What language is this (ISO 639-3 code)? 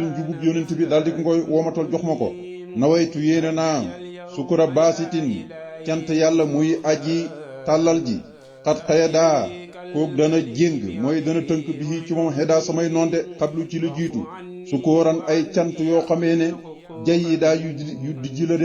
wol